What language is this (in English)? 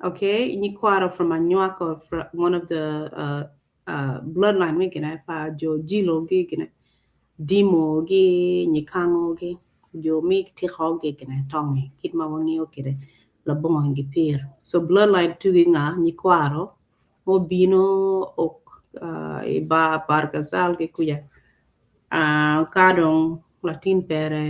Acoli